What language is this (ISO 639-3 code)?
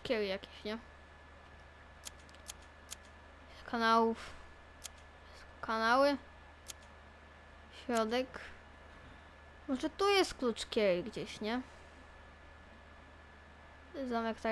pol